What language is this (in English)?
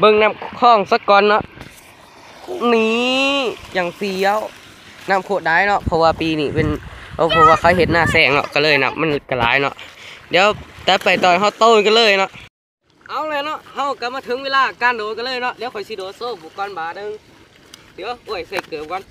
Lao